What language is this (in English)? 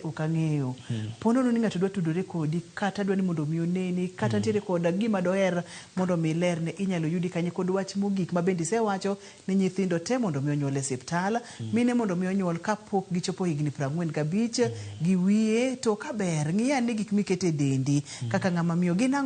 Luo (Kenya and Tanzania)